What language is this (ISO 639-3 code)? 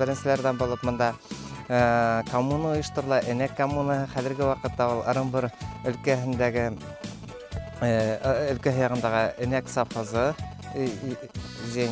bak